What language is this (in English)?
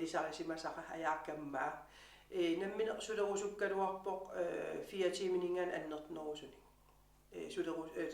Kalaallisut